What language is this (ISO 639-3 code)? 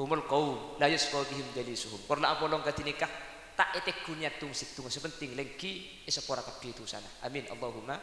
mad